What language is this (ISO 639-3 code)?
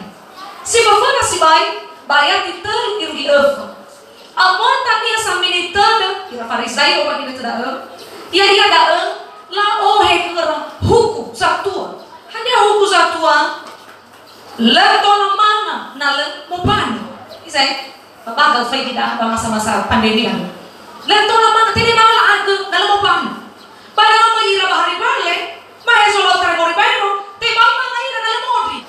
nia